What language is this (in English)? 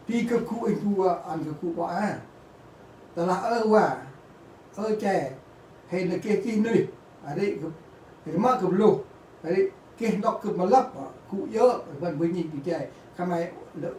Central Mnong